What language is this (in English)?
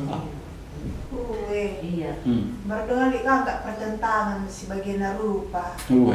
Batak Karo